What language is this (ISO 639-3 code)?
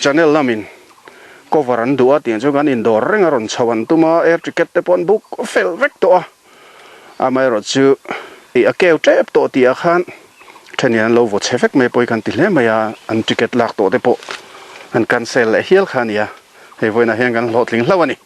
lus